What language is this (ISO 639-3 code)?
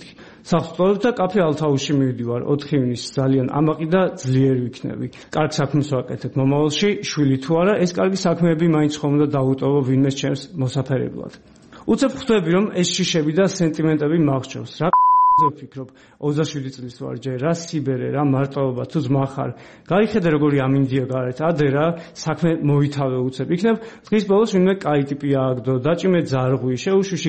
kat